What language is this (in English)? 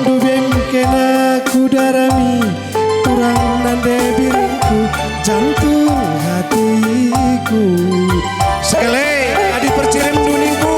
Batak Karo